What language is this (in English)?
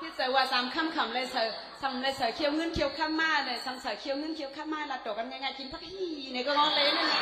Shan